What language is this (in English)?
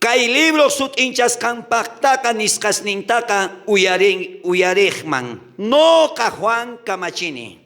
South Bolivian Quechua